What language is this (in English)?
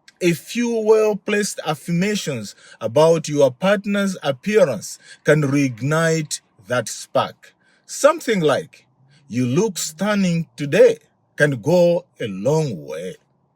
English